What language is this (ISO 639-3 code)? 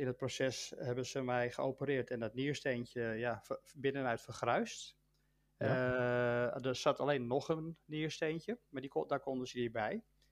nld